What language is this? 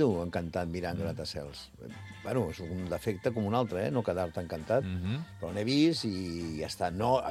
Catalan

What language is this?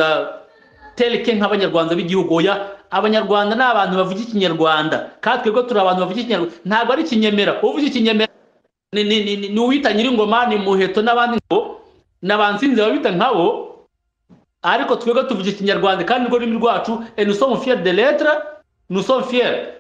Kinyarwanda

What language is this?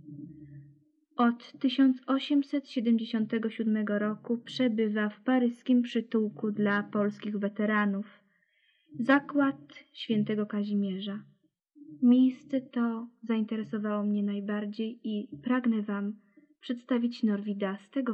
Polish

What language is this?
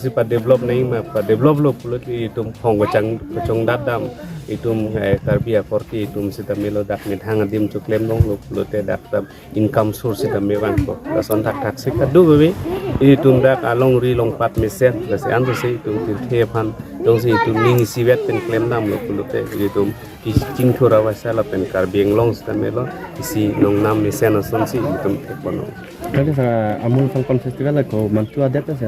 Karbi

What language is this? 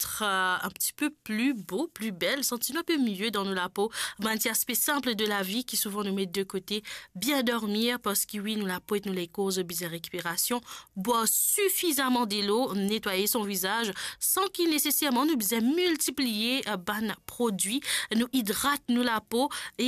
Morisyen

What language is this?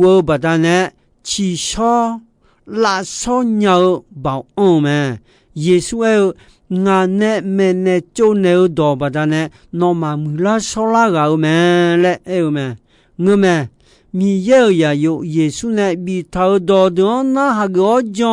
Akha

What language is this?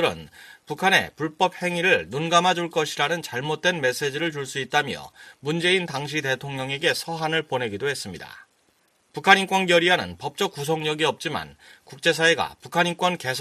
Korean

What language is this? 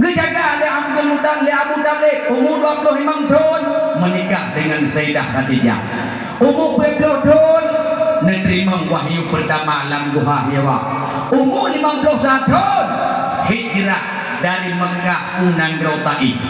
Achinese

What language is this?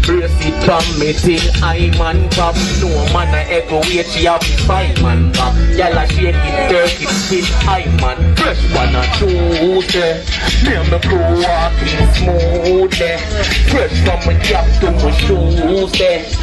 Jamaican Creole English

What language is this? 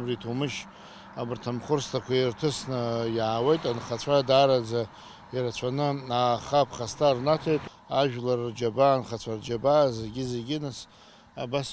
Abkhazian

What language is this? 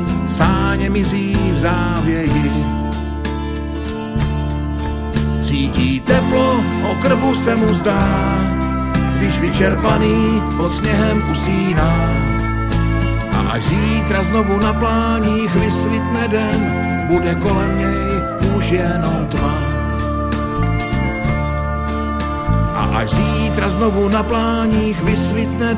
Czech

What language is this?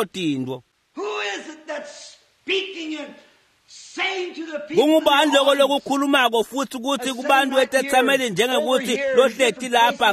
Swati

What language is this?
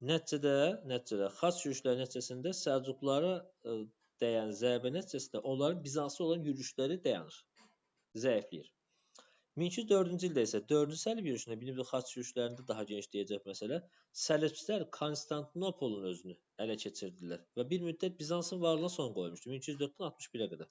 Azerbaijani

